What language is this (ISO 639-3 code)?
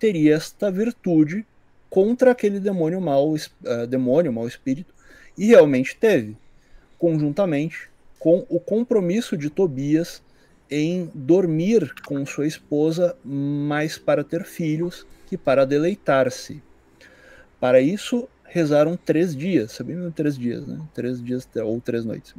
por